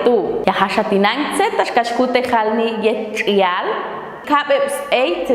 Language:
Popti'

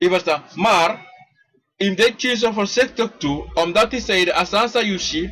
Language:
Sranan Tongo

